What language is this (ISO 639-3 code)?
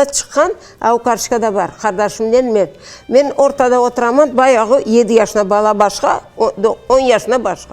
crh